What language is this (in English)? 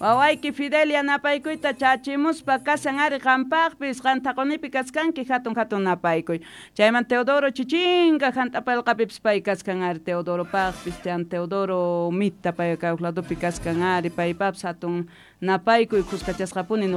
Quechua